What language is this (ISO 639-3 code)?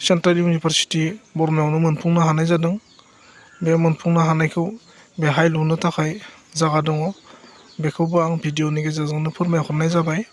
brx